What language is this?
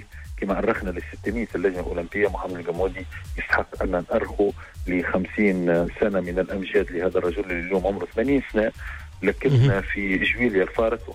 Tunisian Arabic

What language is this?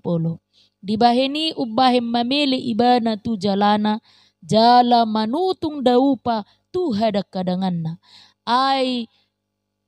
Batak Toba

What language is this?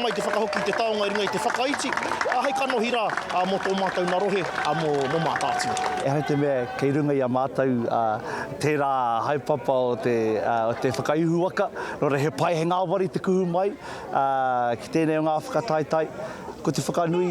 Māori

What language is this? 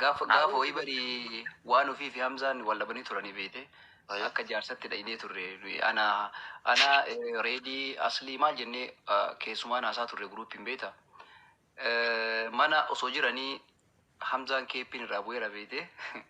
Oromo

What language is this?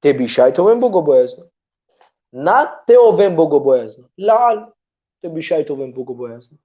Balkan Romani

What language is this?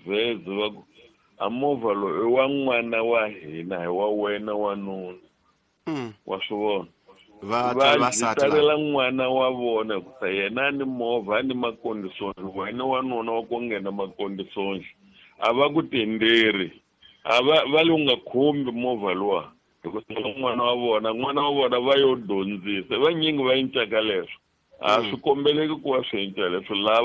Tsonga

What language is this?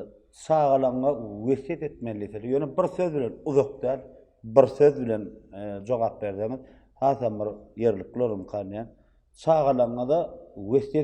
Turkmen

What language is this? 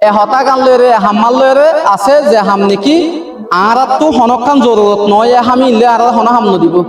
Rohingya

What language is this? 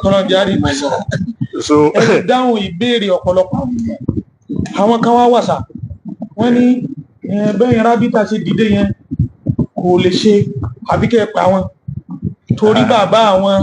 Yoruba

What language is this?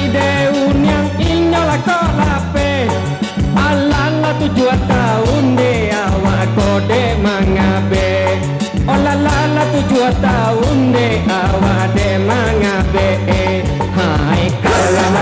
Minangkabau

